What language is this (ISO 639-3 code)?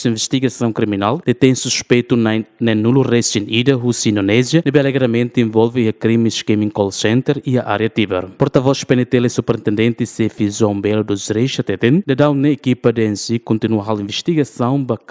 tet